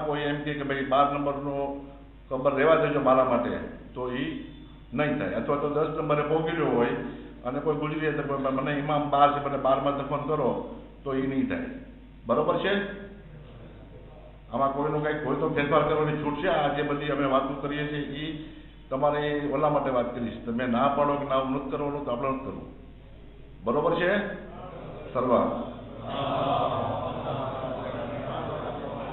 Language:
Gujarati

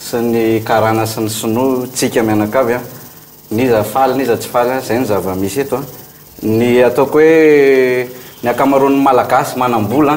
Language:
Malagasy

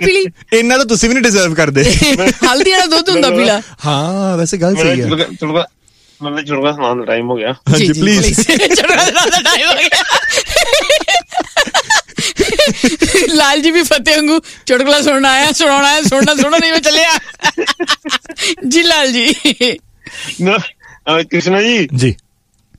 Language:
Punjabi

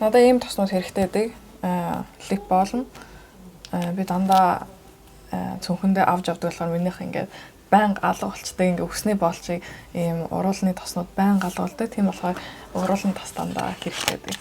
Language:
Mongolian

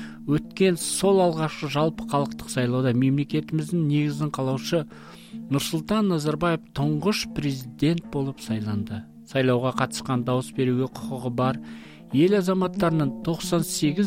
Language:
Kazakh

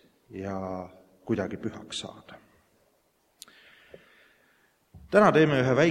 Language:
Estonian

